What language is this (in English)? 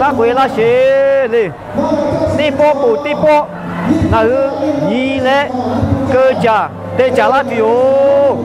Lahu